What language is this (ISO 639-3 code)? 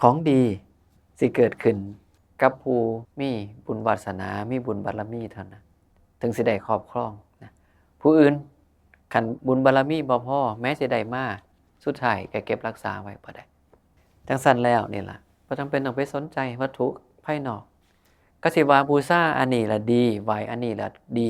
tts